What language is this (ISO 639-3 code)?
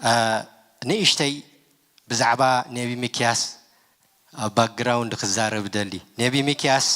tir